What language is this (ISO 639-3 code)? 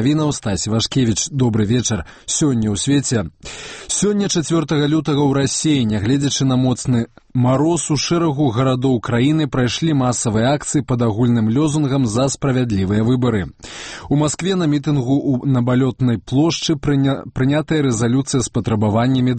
bel